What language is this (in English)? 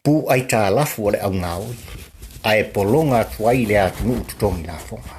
Samoan